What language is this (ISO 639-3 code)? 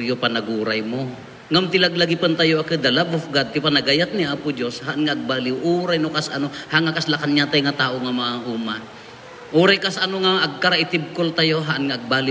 ilo